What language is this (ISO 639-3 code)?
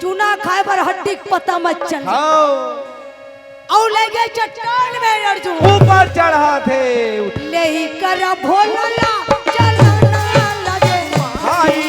hne